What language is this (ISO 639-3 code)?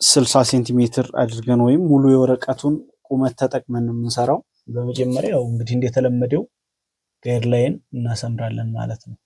amh